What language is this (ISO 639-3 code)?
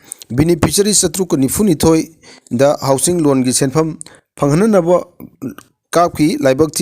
mni